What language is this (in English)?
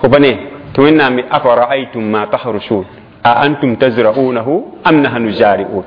Mossi